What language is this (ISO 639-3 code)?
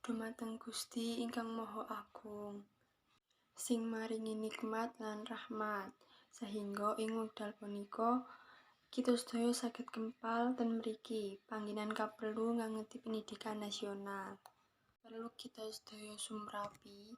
jav